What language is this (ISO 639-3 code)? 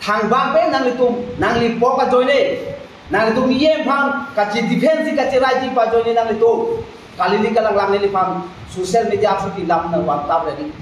mjw